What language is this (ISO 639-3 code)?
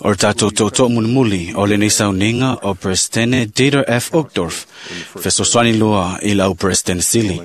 smo